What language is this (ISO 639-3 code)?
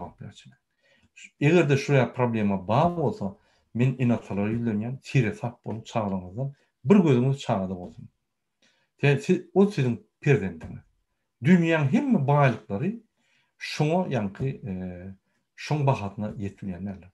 tuk